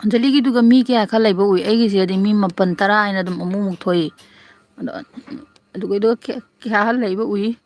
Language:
Manipuri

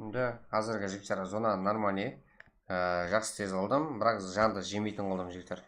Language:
Kara-Kalpak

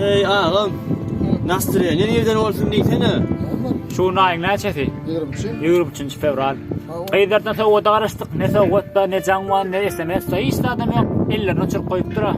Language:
Turkmen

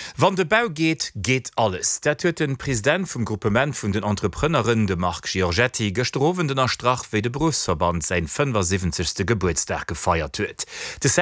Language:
Luxembourgish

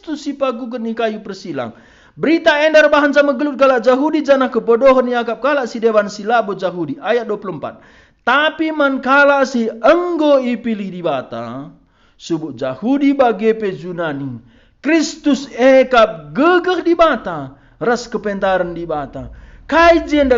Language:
Batak Karo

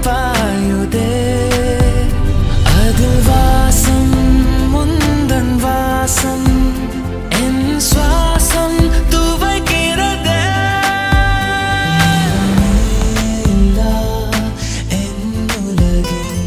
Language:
Tamil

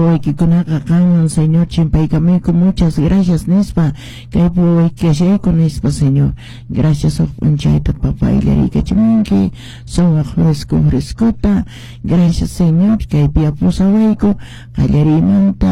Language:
Quechua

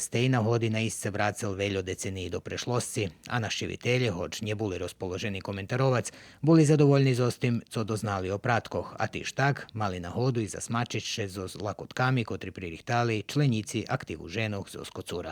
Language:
Rusyn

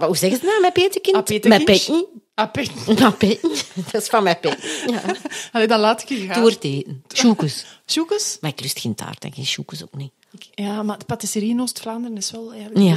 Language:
Dutch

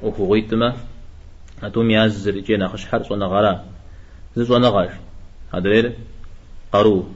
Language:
Kabardian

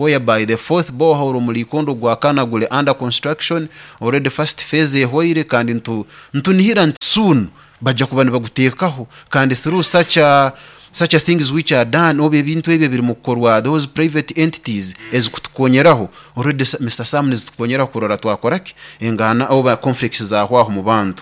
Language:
Nyoro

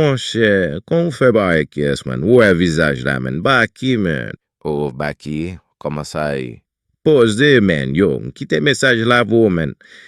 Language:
Haitian Creole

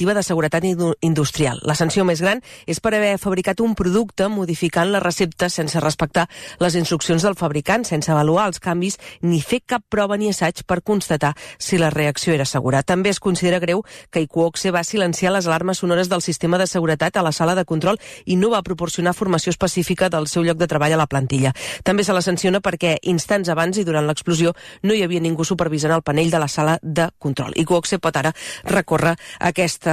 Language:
Catalan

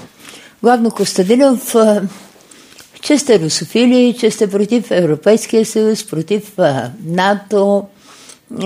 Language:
Bulgarian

